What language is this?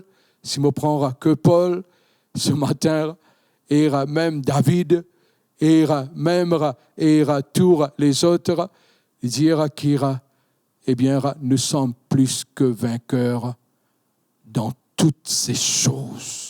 Morisyen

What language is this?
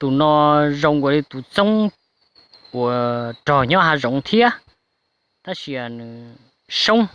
Hmong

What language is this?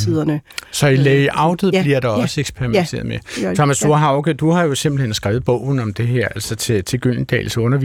Danish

